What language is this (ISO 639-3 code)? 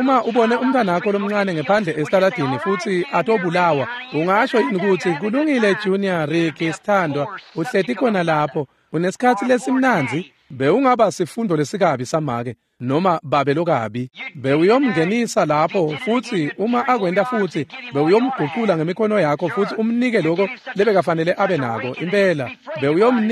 ssw